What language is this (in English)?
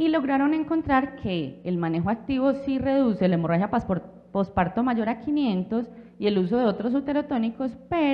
Spanish